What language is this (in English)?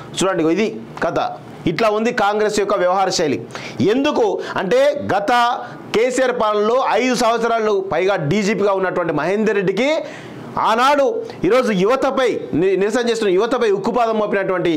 Telugu